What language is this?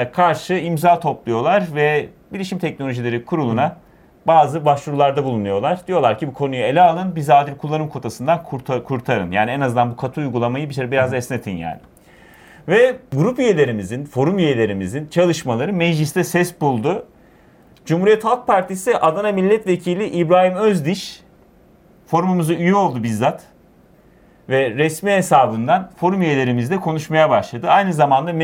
Turkish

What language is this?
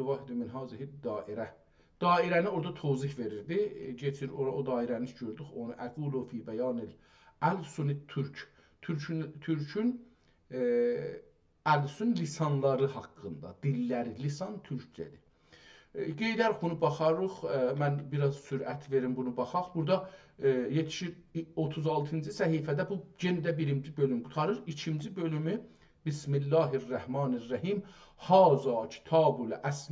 South Azerbaijani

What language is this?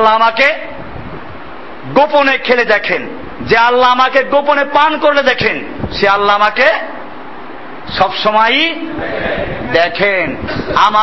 Bangla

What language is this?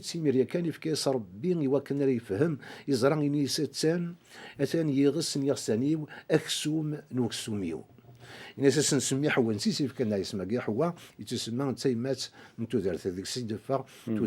Kabyle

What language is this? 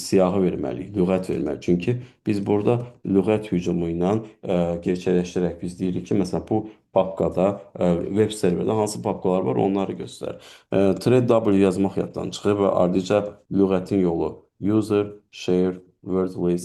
Azerbaijani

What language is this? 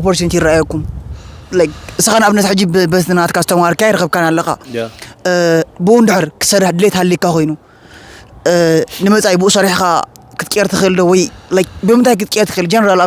Tigrinya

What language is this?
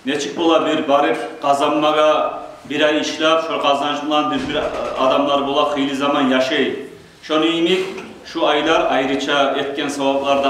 Kumyk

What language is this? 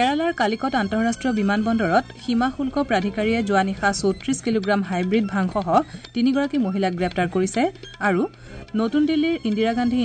Assamese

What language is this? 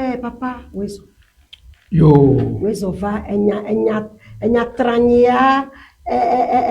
Ewe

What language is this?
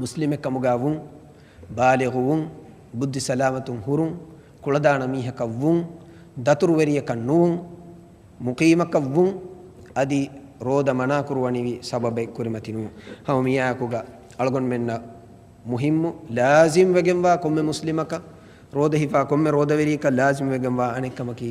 Divehi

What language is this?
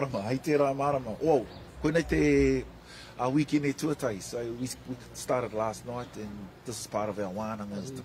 Māori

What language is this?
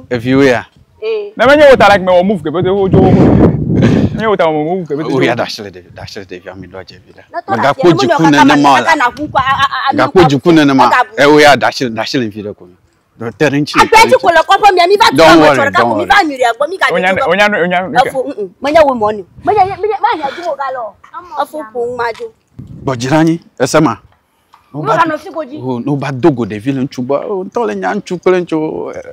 Ewe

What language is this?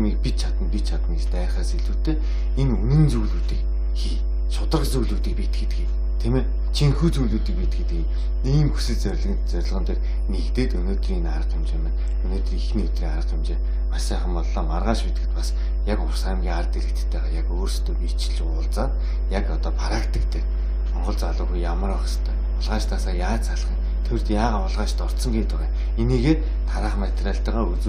Mongolian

